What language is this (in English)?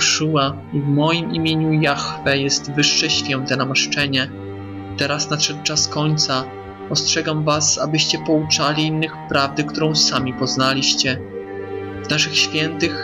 Polish